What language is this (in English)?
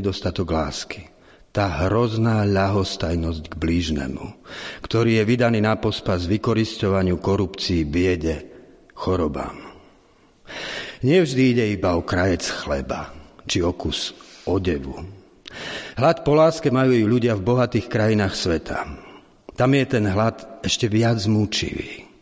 Slovak